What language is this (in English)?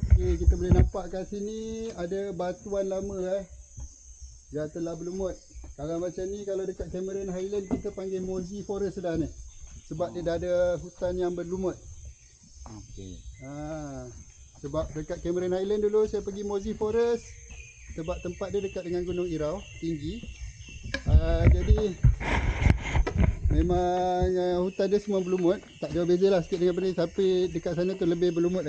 Malay